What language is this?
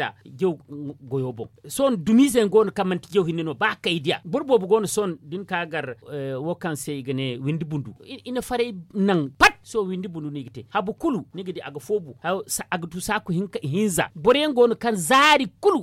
Zarma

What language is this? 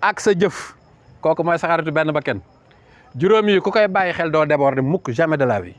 Wolof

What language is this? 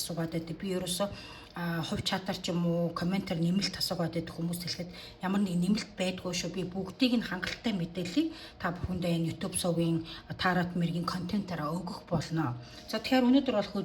Mongolian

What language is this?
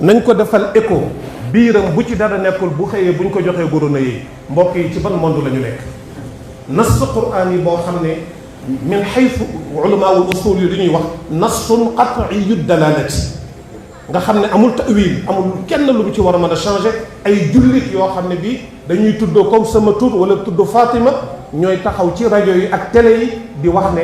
Wolof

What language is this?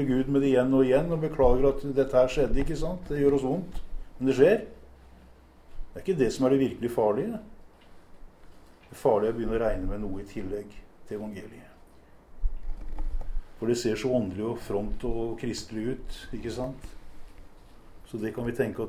Norwegian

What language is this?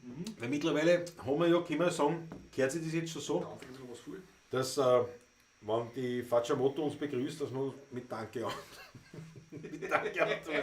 Bavarian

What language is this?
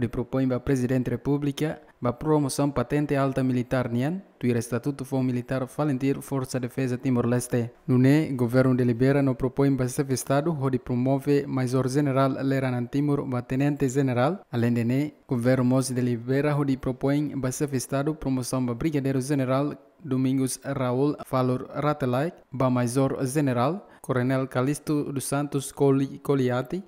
Tetum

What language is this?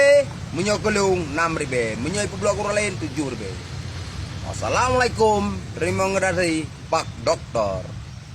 Achinese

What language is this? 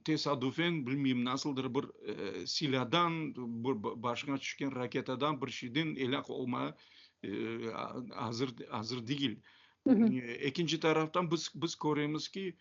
Crimean Tatar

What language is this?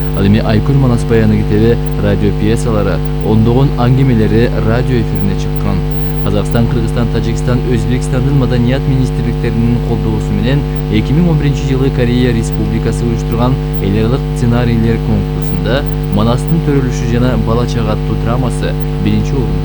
Kyrgyz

